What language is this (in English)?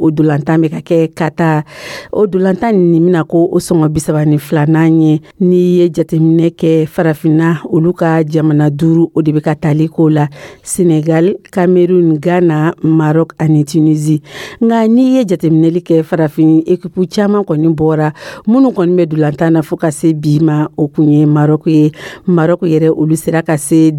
Dyula